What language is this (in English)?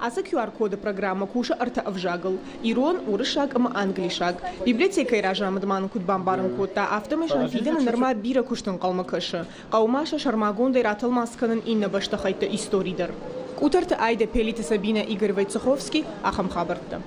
Ossetic